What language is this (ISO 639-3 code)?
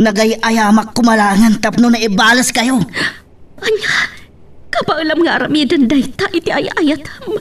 ilo